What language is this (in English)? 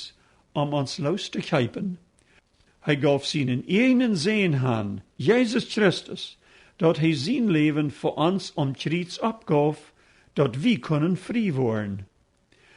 Plautdietsch